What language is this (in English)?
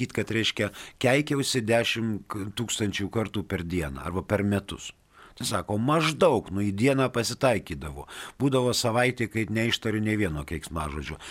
Lithuanian